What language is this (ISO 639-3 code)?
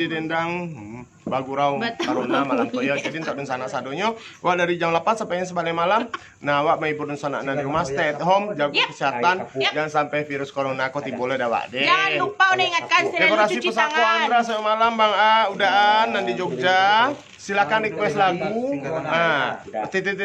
min